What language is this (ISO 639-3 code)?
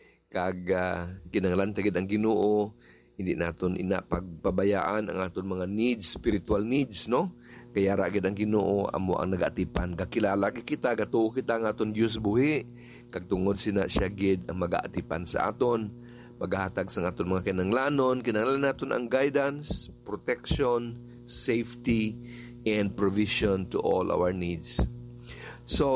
hil